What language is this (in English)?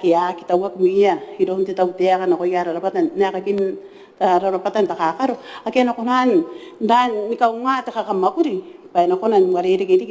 Gilbertese